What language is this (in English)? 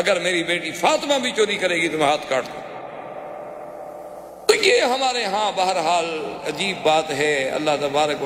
Urdu